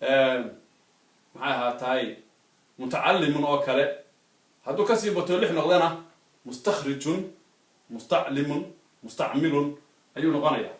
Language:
Somali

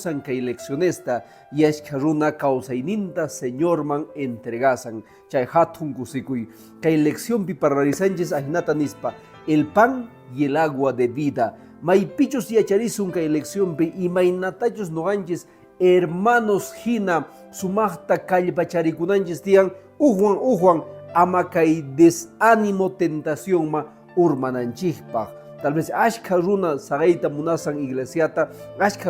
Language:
Quechua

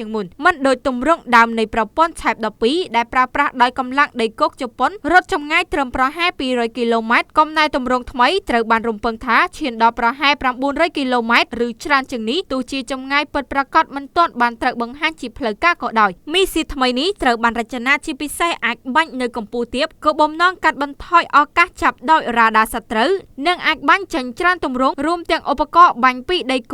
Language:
Khmer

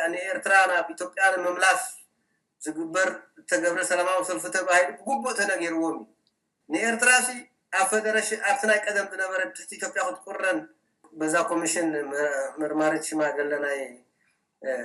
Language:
Tigrinya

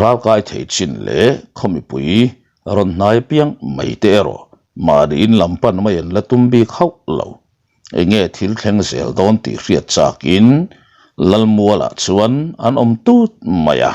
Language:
Mizo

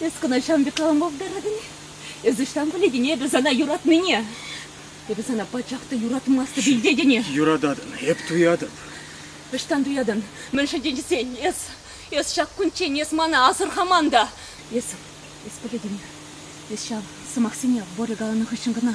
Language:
Chuvash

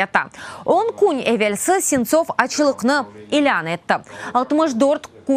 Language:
Crimean Tatar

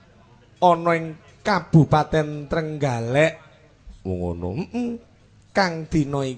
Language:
Javanese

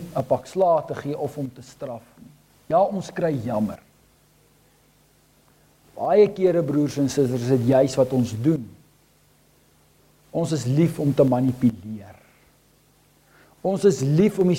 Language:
Afrikaans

